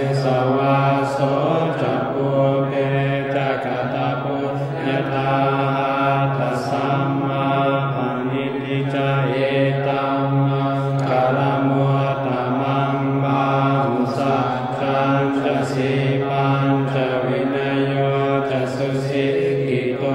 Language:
Pali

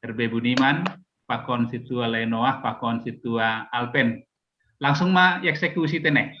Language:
Batak Simalungun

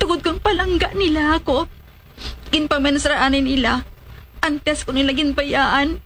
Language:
Hiligaynon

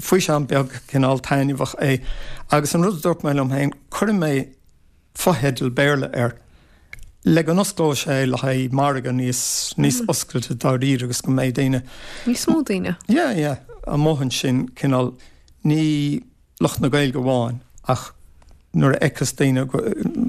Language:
Irish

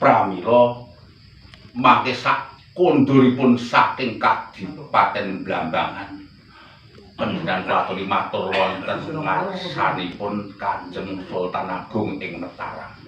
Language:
Javanese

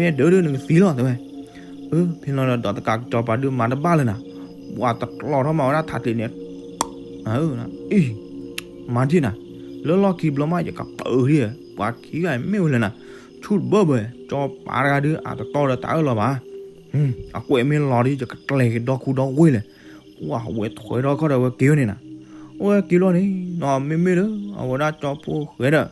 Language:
S'gaw Karen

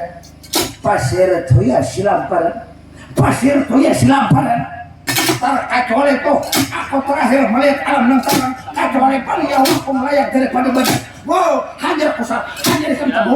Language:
Banjar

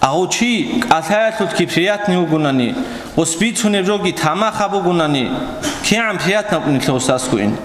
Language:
Avaric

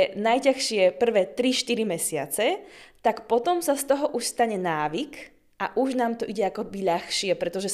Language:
Slovak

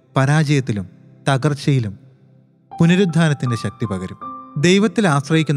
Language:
Malayalam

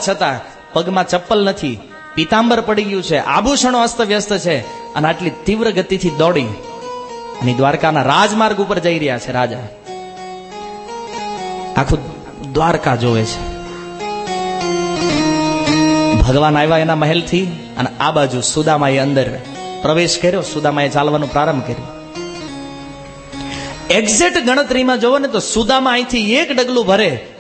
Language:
Gujarati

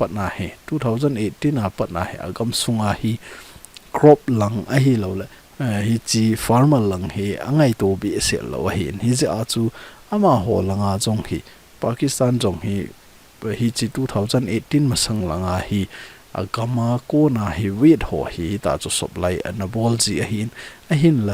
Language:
Thado Chin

